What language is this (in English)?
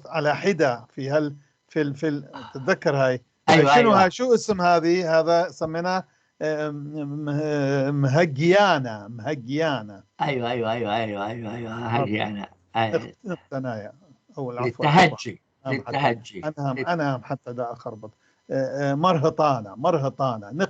North Levantine Arabic